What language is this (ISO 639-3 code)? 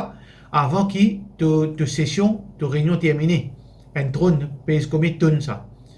mfe